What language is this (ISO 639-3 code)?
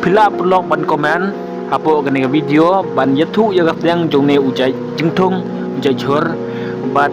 kha